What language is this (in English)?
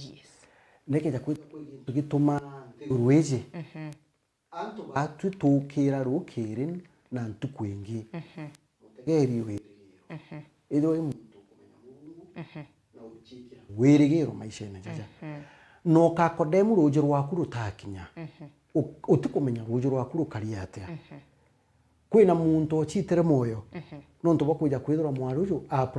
Meru